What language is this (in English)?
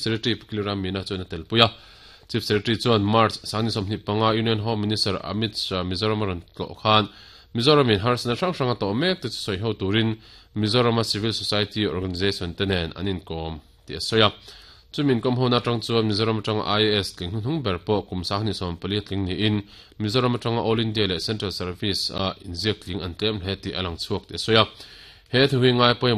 Mizo